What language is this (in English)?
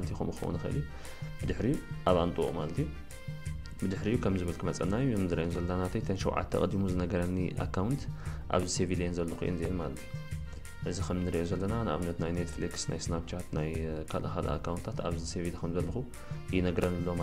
Tigrinya